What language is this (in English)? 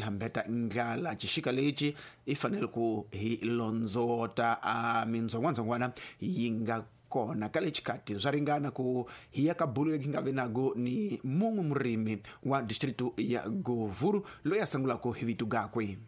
Tsonga